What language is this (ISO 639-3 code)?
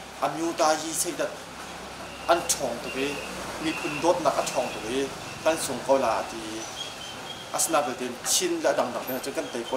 cnh